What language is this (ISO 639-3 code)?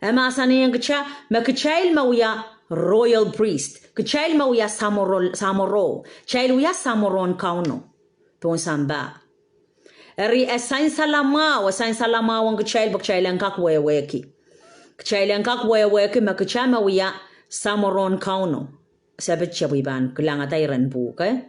pon